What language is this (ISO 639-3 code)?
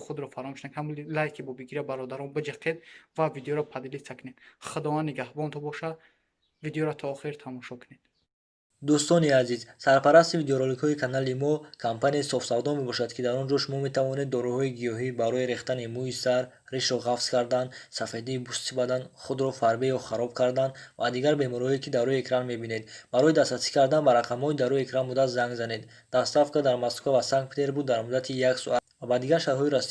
tgk